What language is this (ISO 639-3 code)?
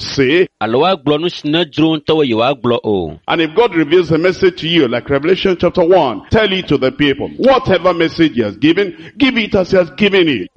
ewe